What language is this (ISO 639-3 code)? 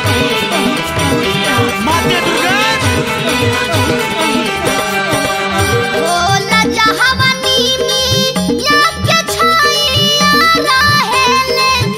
bho